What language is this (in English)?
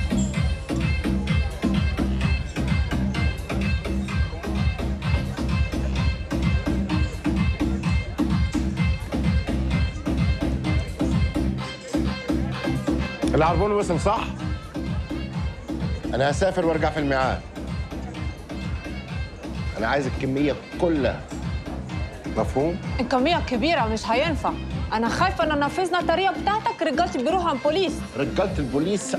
Egyptian Arabic